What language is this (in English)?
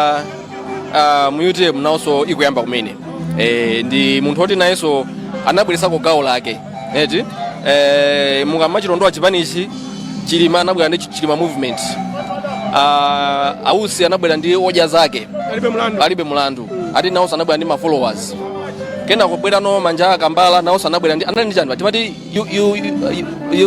Nyanja